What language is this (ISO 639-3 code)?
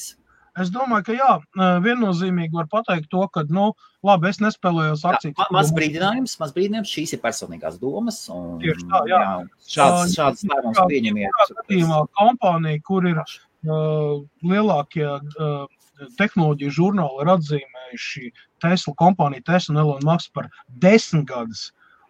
lav